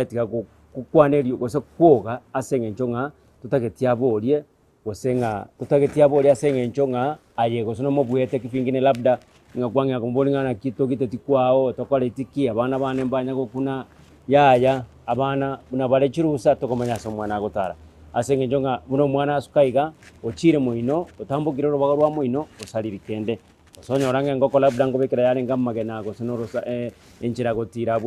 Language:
Gusii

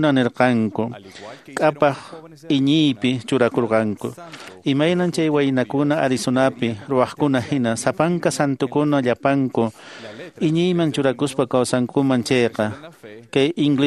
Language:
Quechua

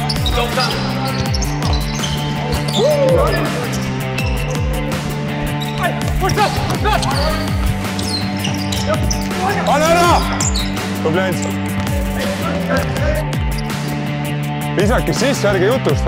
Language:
Estonian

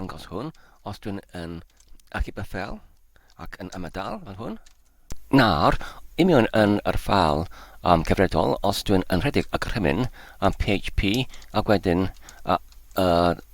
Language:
Welsh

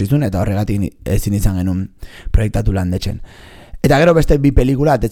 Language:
Basque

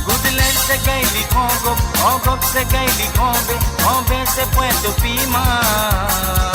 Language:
Morisyen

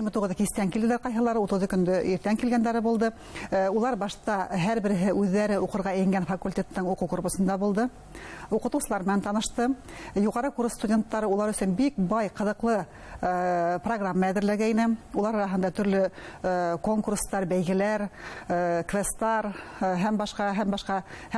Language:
Bashkir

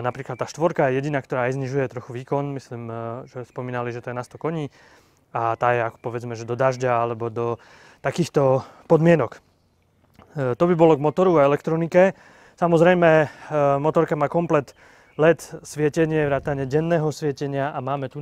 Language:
Slovak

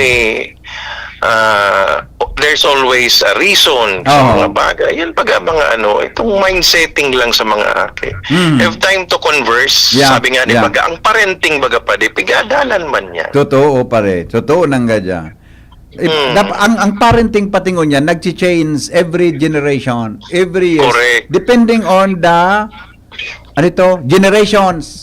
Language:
Bikol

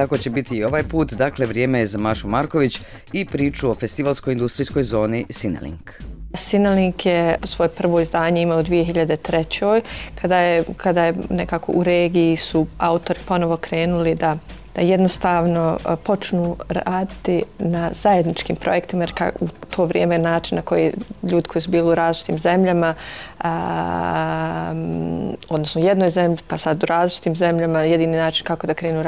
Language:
Croatian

